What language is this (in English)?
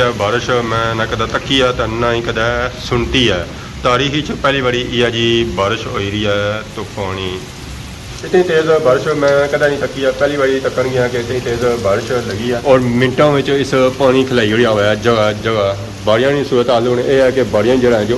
Pahari-Potwari